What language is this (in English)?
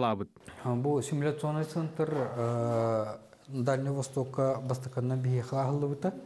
Yakut